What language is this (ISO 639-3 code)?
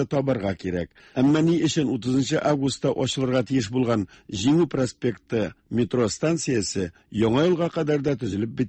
tat